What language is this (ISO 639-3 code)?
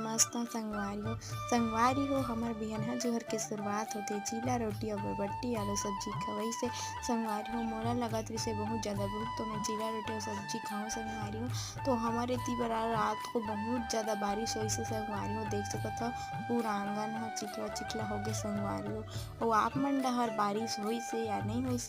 hne